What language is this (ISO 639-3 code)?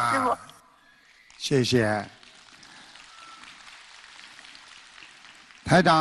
zho